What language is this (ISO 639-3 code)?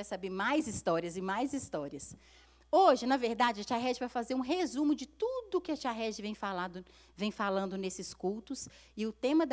por